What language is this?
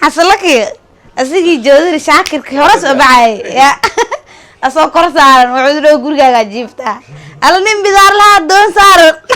Somali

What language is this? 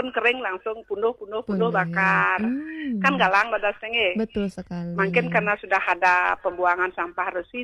Balinese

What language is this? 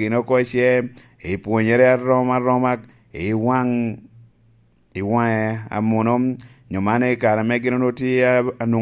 Lango (Uganda)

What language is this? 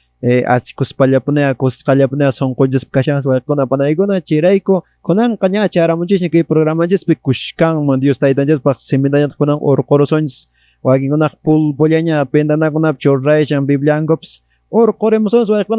Quechua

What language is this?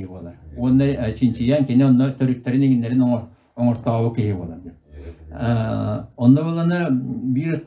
Yakut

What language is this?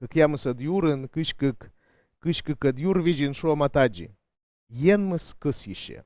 Komi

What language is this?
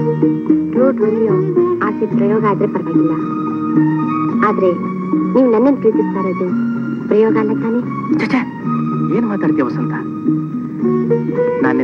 Kannada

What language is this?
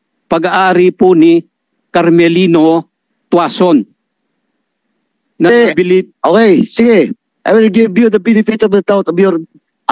Filipino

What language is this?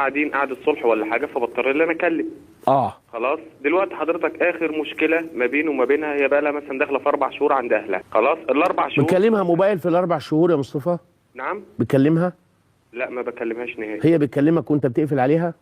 Egyptian Arabic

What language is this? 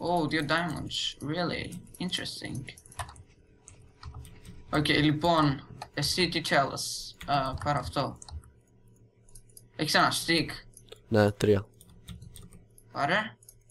Greek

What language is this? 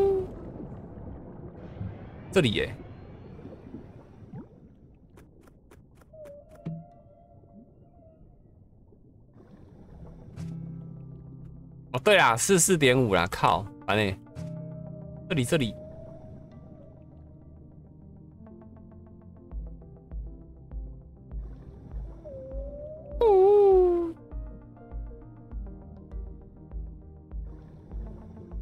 Chinese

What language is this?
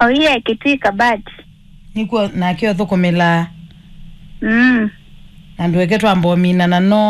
Kamba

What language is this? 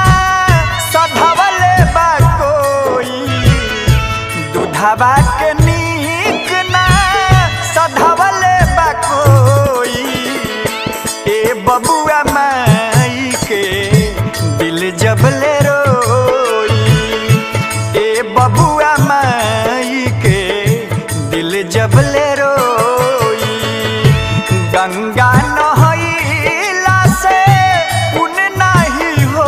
Bhojpuri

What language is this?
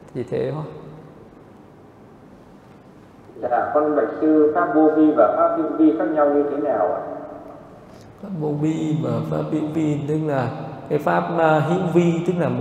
Vietnamese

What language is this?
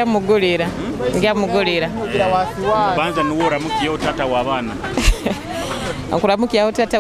Nyoro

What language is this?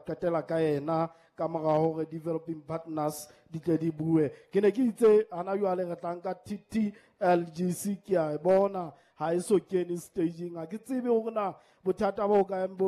Southern Sotho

